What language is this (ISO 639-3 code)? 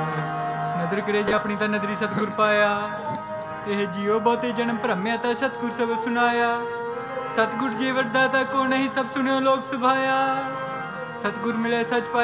pan